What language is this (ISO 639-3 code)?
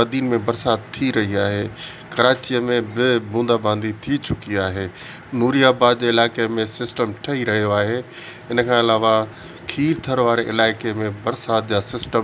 snd